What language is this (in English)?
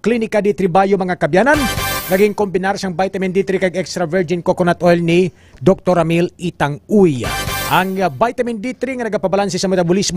Hiligaynon